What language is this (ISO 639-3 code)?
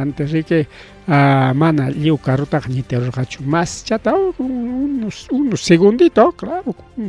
quy